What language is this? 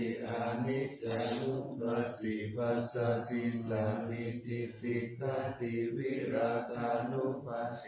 Pali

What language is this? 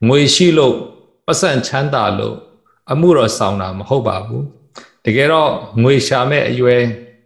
Burmese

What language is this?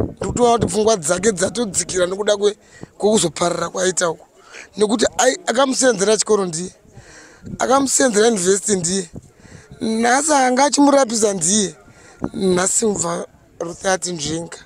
Shona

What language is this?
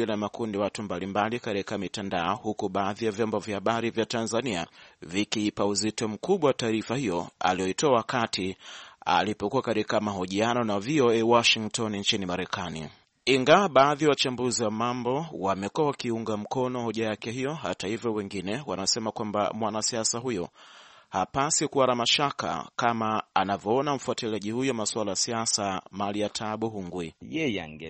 Swahili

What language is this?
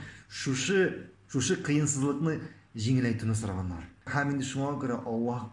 Tatar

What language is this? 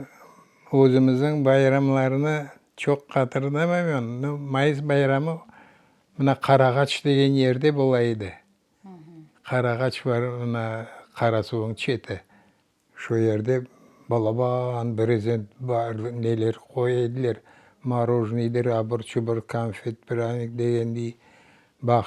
Crimean Tatar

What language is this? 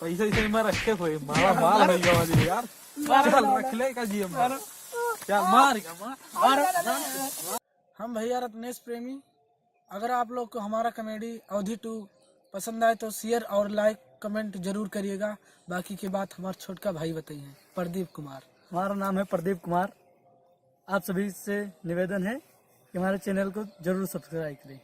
Awadhi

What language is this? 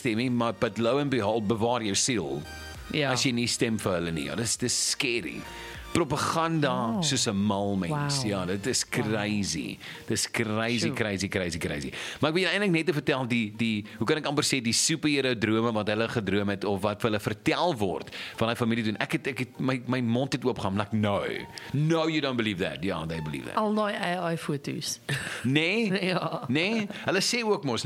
Afrikaans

